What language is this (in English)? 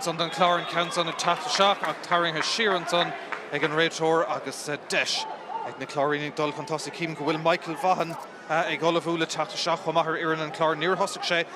Irish